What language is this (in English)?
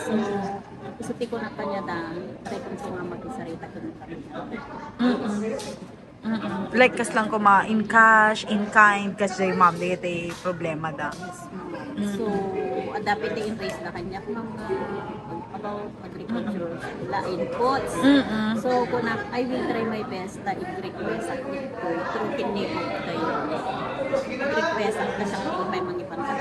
Iloko